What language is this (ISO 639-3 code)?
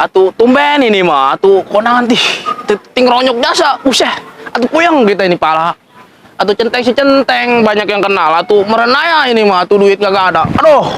bew